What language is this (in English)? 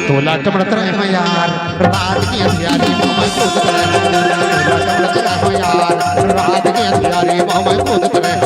Chhattisgarhi